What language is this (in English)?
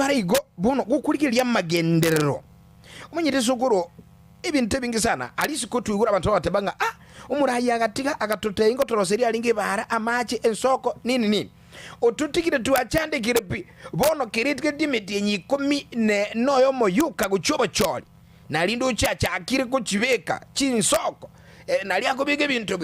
Gusii